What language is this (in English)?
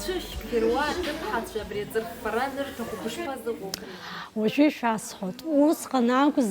Abkhazian